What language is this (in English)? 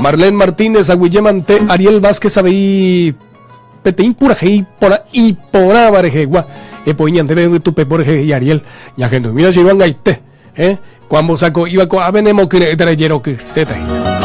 Guarani